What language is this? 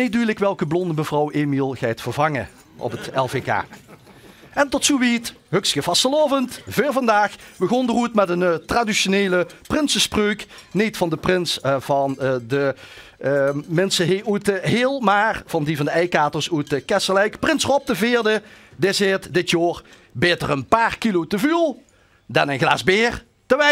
Limburgish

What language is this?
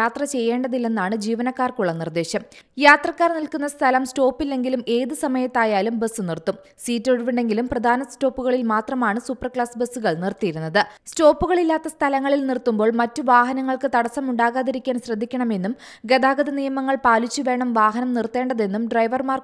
Malayalam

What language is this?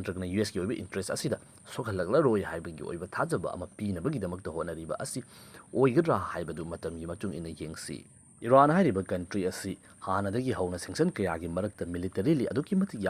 Manipuri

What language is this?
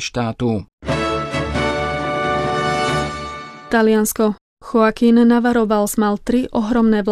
Slovak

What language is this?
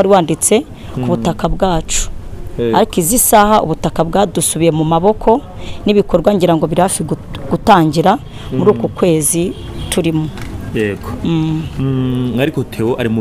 Kinyarwanda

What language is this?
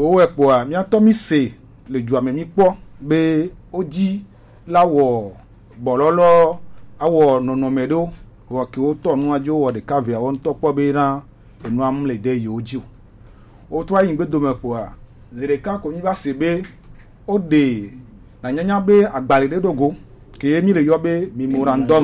Gen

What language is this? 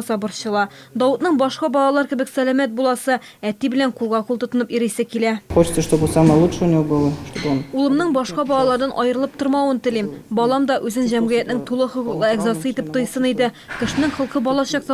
Tatar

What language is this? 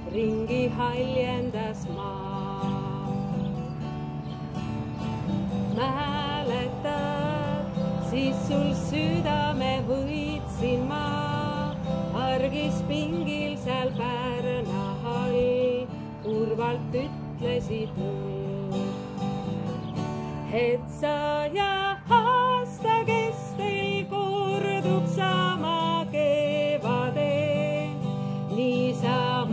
Estonian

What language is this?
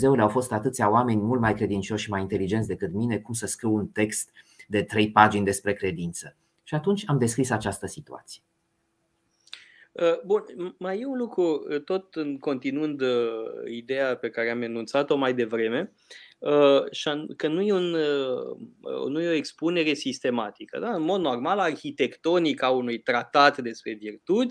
Romanian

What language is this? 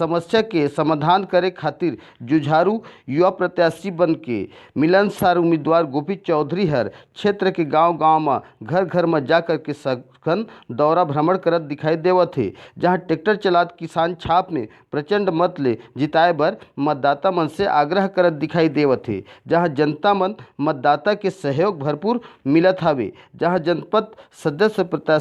Chhattisgarhi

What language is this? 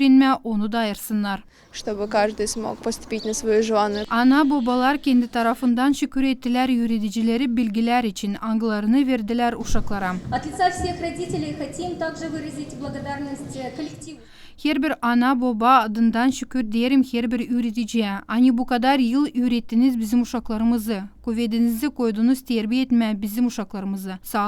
Gagauz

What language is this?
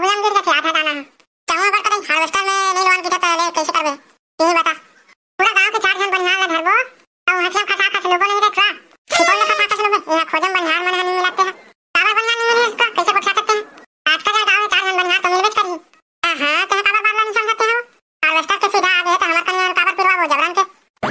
Chhattisgarhi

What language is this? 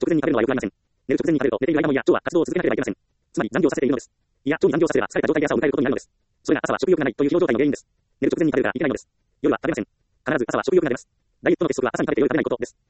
Japanese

